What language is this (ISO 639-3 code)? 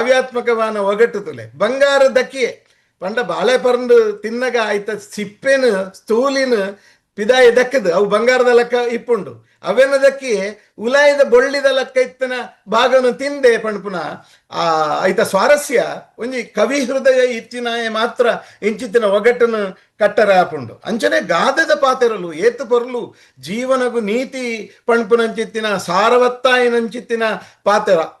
tcy